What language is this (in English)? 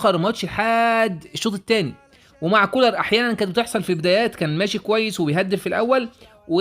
Egyptian Arabic